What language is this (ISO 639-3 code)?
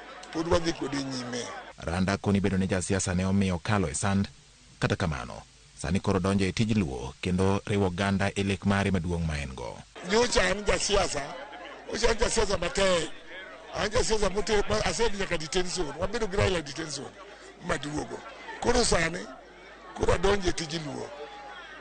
luo